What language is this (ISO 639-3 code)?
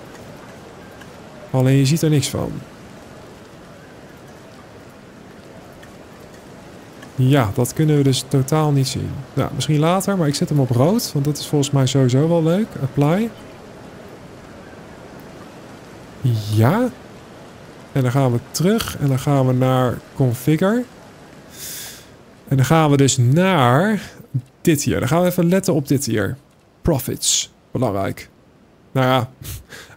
nld